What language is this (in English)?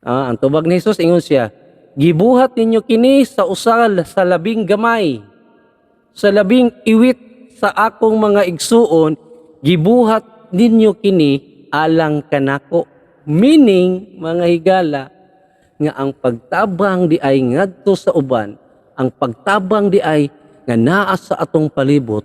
Cebuano